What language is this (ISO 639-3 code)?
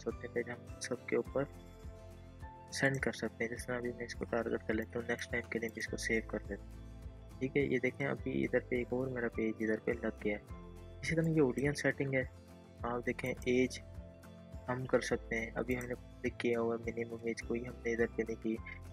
hin